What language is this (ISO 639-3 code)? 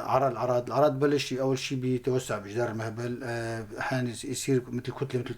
apc